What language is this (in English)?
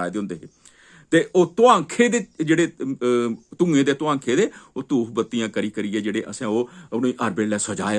Dogri